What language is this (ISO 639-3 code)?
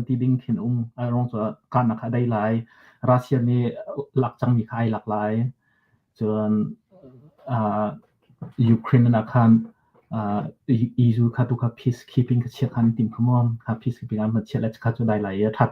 cnh